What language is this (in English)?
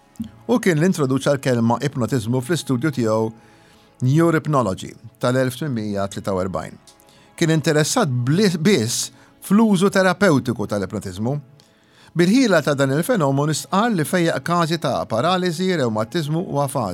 Maltese